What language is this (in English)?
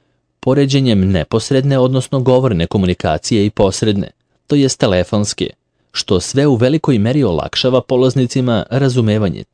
Serbian